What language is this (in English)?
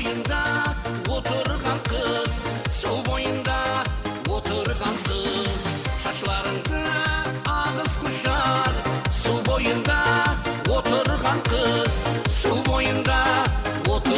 Kara-Kalpak